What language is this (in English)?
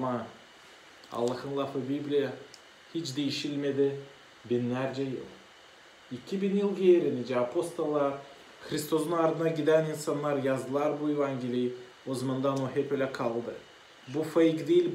Gagauz